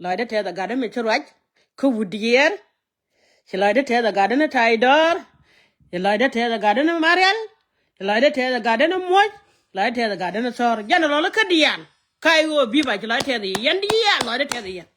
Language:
Nuer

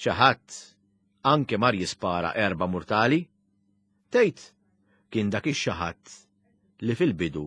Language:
Maltese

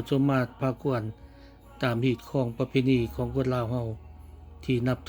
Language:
Lao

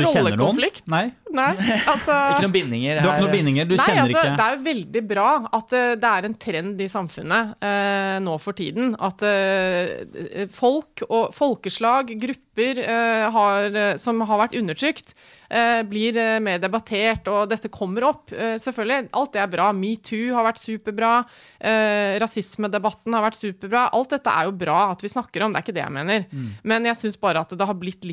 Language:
Norwegian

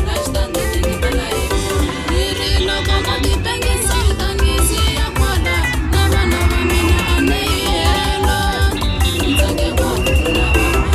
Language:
Tsonga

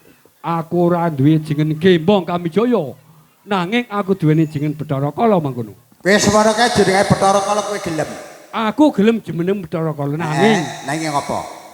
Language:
Javanese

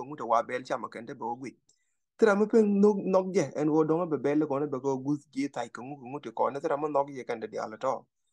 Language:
Nuer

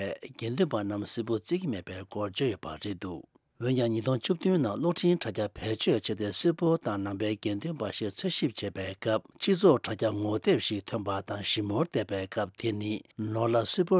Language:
Tibetan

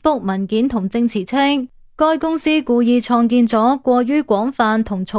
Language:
Cantonese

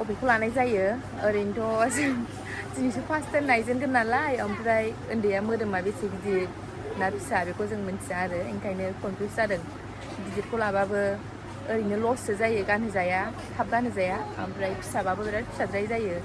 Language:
Bodo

